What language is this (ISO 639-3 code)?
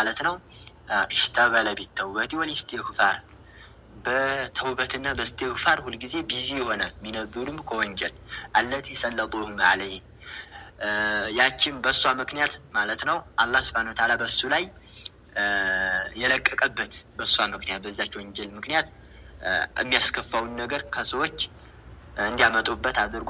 amh